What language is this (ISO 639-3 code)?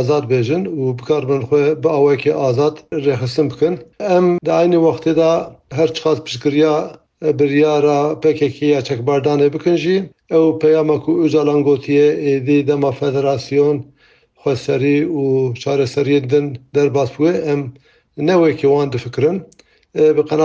kur